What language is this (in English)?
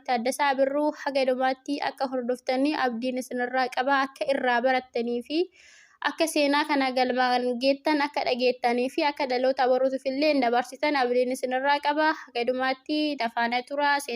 Oromo